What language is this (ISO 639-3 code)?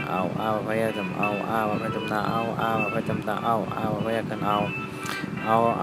shn